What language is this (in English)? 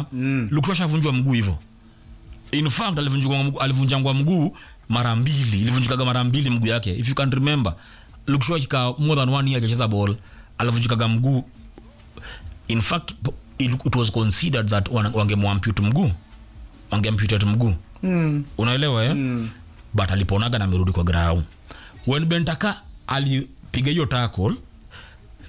Swahili